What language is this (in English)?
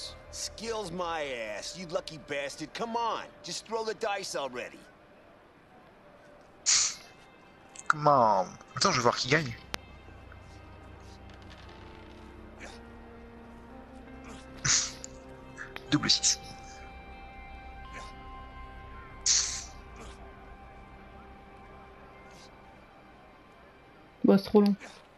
French